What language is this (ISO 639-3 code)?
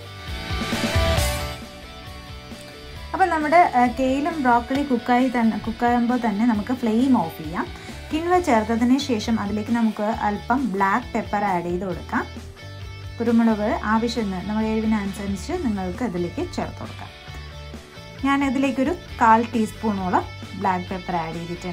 mal